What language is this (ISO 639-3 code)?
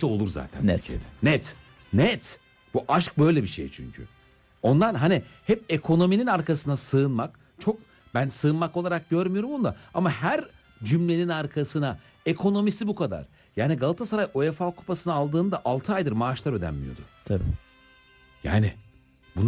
tur